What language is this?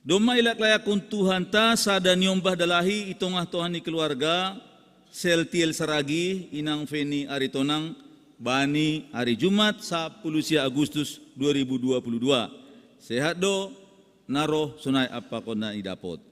Batak Simalungun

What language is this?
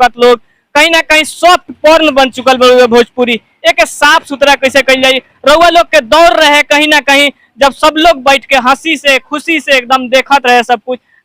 Bhojpuri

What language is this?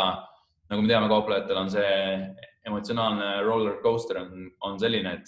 Estonian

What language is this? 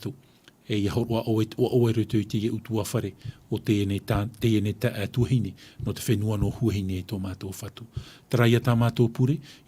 Tahitian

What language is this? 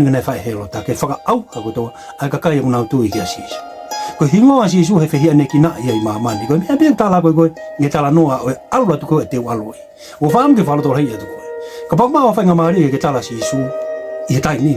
Tongan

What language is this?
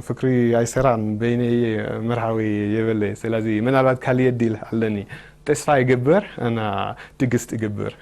Tigrinya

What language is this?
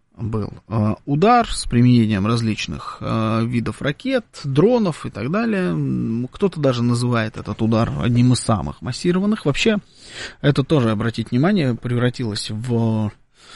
Russian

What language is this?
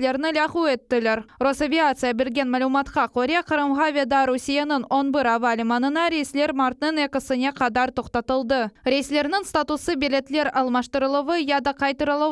Crimean Tatar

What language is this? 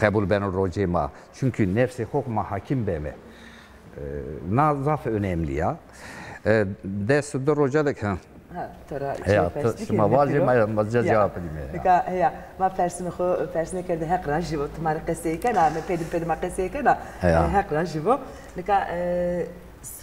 Zaza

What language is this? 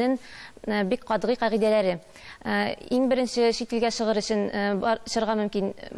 Tatar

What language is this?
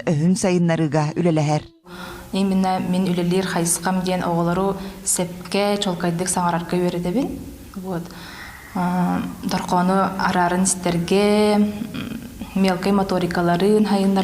Yakut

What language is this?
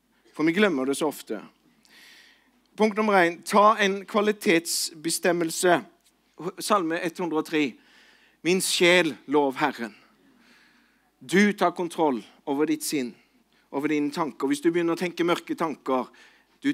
Norwegian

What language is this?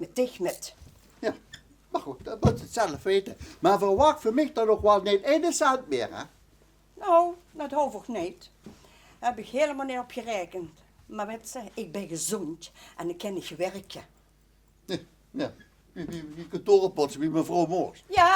Limburgish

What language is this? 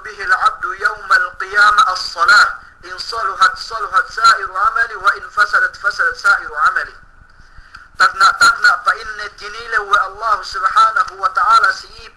Yakan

